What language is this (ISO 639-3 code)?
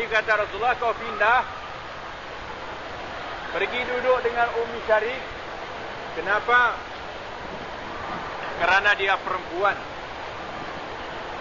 msa